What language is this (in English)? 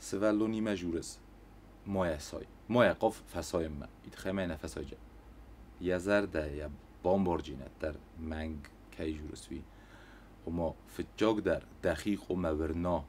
Ossetic